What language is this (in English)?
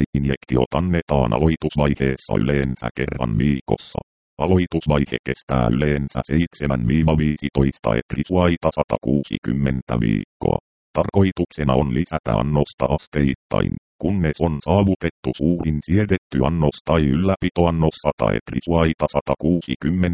Finnish